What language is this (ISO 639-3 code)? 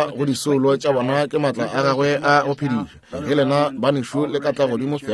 nso